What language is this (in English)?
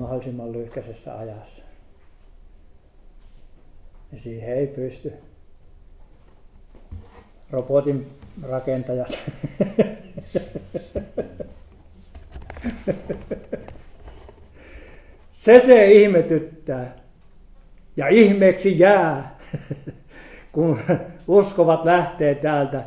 Finnish